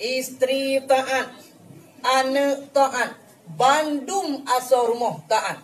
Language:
Achinese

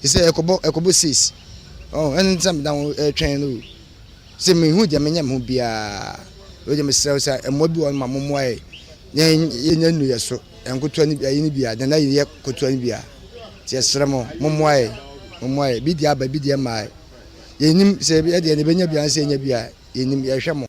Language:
Akan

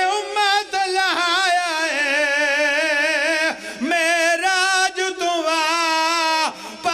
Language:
Pahari-Potwari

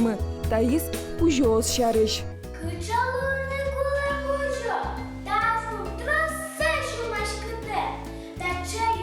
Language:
Udmurt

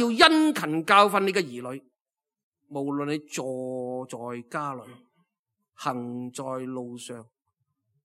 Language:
Cantonese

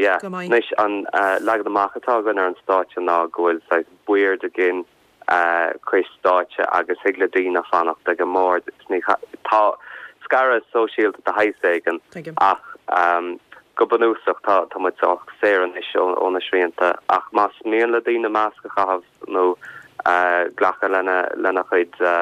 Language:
Irish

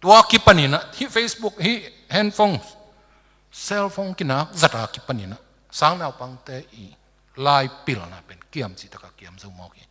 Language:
Tedim Chin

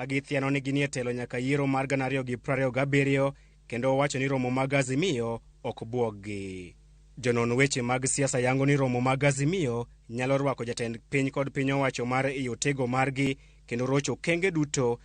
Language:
Luo (Kenya and Tanzania)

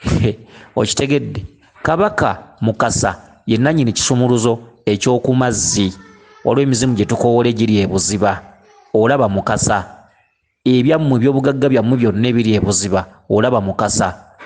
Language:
Ganda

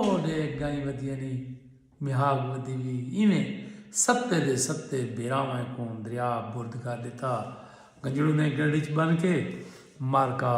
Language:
Saraiki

